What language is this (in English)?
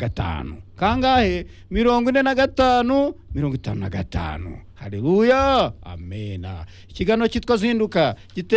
Kinyarwanda